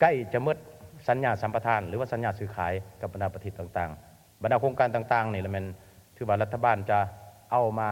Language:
Lao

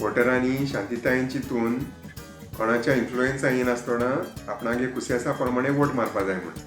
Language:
Konkani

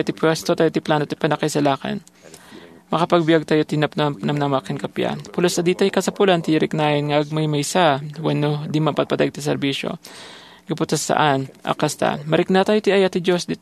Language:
Iloko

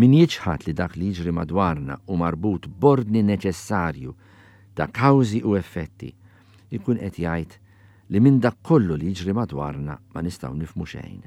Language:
Maltese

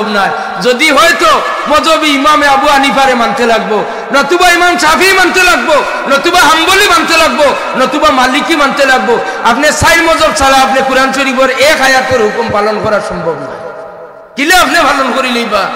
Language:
Sylheti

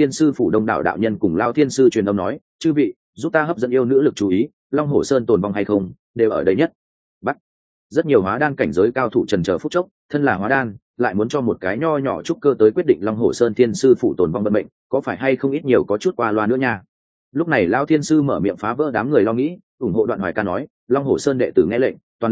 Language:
Vietnamese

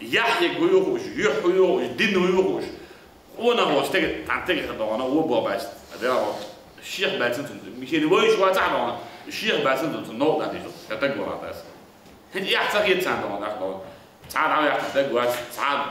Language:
Chechen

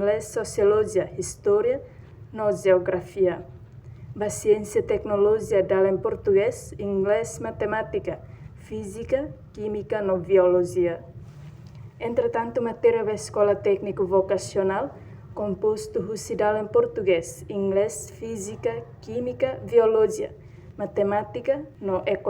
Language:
Tetum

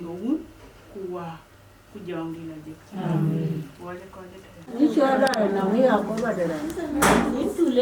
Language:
Dinka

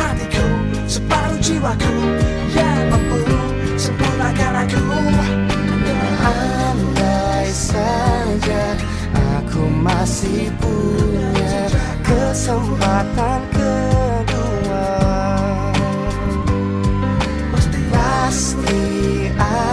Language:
Indonesian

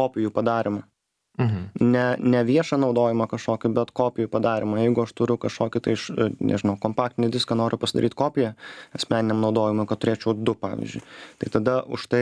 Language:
Lithuanian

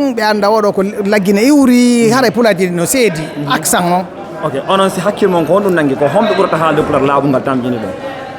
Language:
Fula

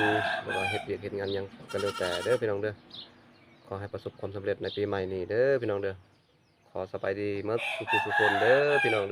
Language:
Northeastern Thai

